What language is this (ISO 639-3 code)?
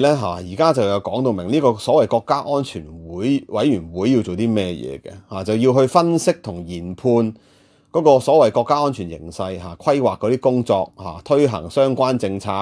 yue